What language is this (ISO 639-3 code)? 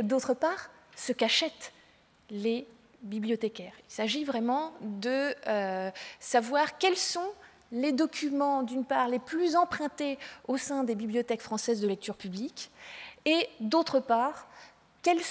fra